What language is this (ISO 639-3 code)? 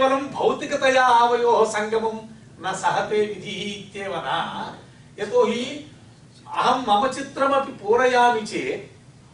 san